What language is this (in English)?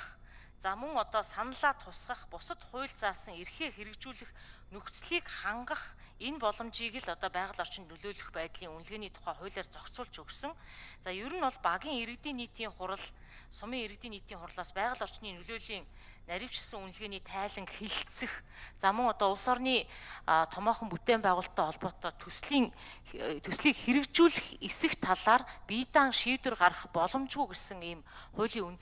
Mongolian